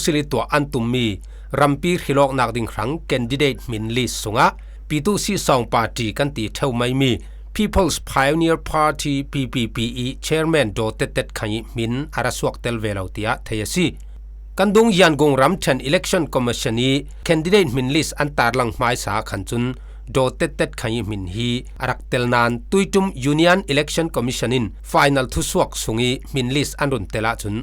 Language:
Falam Chin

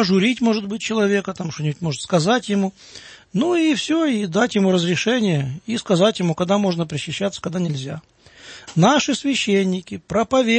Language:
Russian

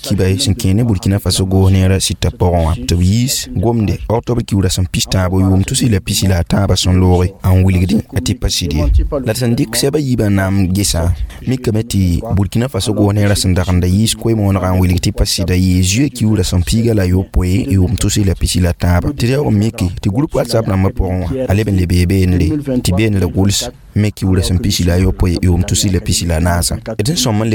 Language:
Mossi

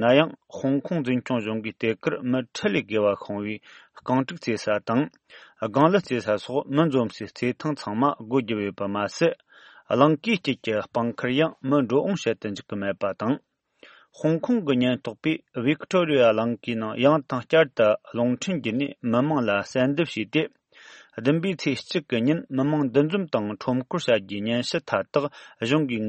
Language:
Tibetan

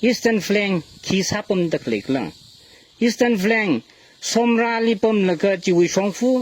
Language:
Tangkhul Naga (India)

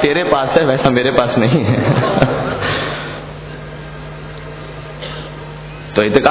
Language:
Urdu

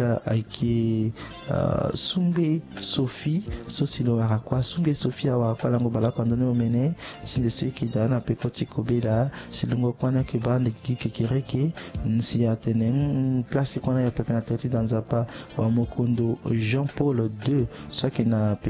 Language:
Sango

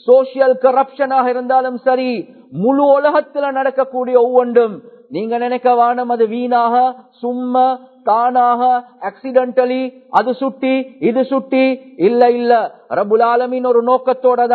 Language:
Tamil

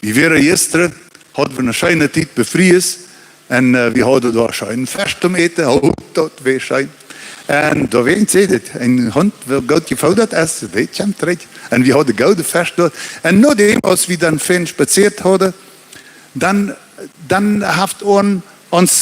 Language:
Plautdietsch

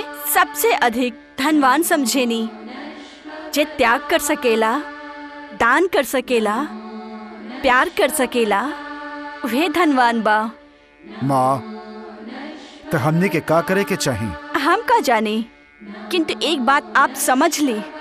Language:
Bhojpuri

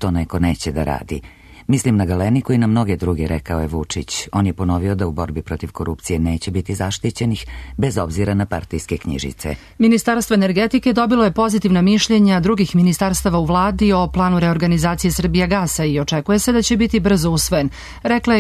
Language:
Serbian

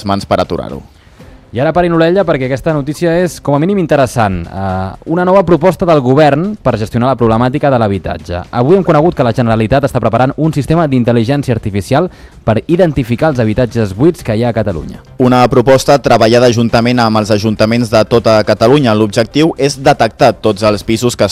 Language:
Catalan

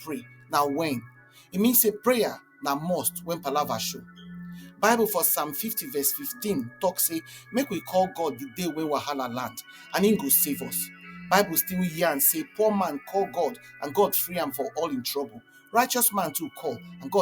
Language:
Nigerian Pidgin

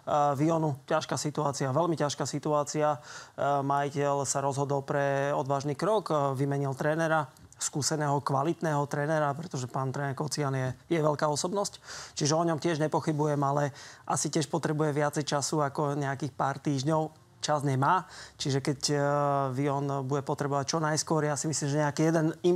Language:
Slovak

